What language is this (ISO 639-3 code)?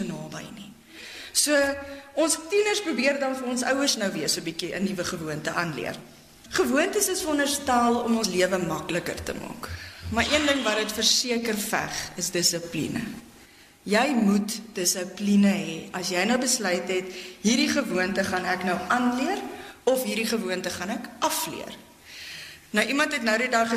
afr